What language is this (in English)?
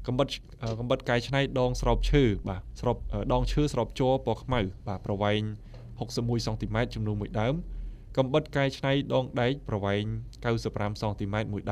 Khmer